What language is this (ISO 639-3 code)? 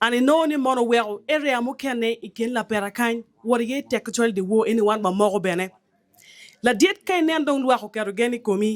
ach